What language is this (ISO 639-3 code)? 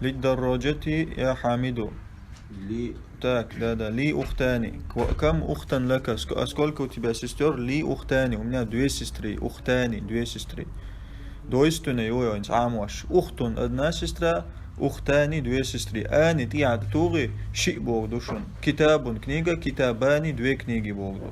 che